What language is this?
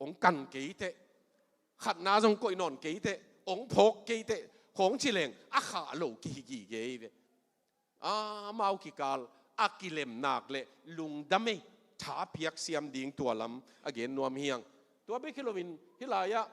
Tedim Chin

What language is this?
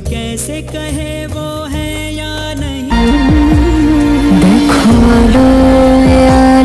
Bangla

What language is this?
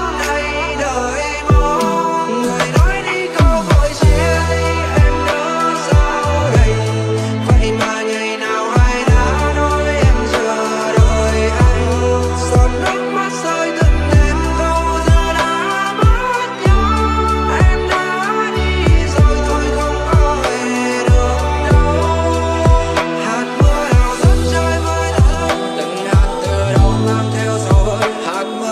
Vietnamese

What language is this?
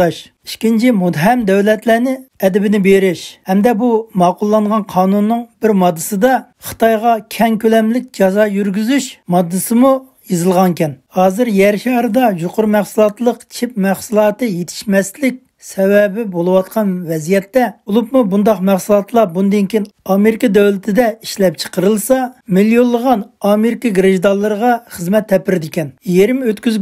Uyghur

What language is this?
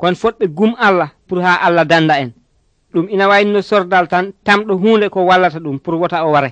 Nigerian Fulfulde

